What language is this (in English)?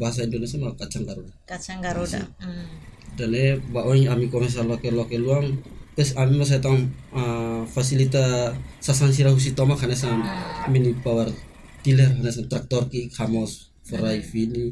Tetum